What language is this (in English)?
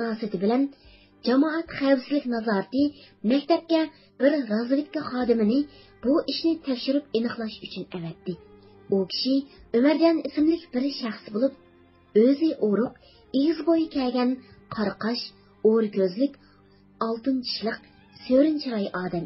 Uyghur